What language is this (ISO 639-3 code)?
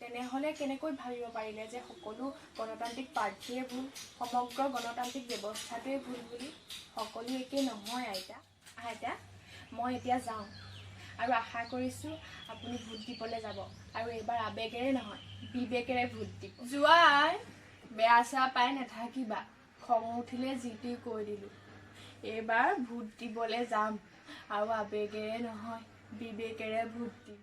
asm